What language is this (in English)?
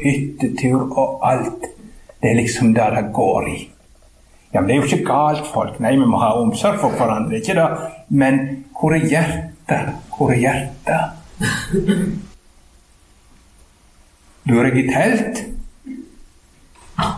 Norwegian